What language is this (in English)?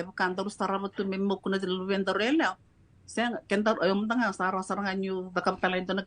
Fijian